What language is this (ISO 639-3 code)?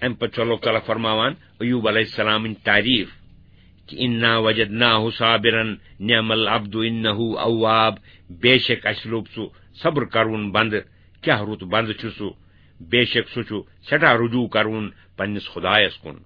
kas